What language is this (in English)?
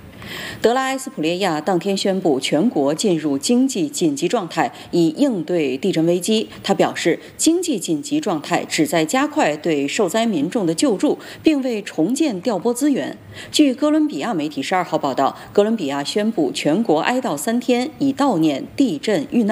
Chinese